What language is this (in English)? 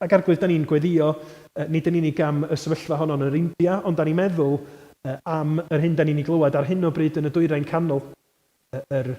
Welsh